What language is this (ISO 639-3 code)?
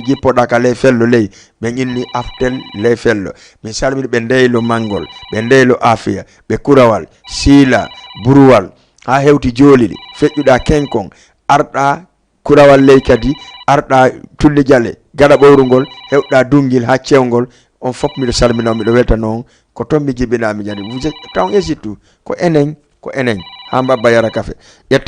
ful